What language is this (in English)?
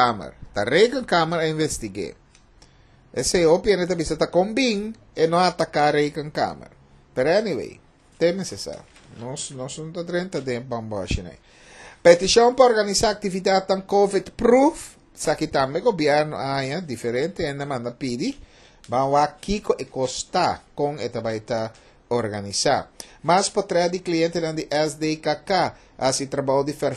Papiamento